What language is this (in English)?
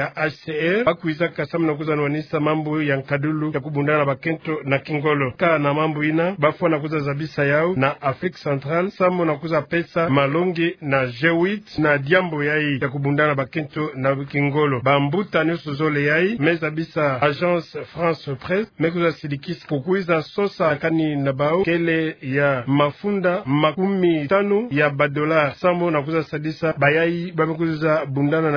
Kituba (Democratic Republic of Congo)